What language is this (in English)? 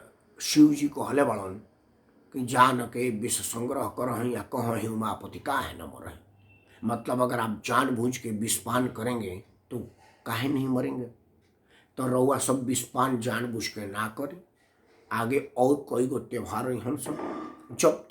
Bhojpuri